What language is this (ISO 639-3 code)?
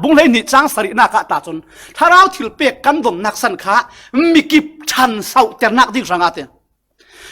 cfm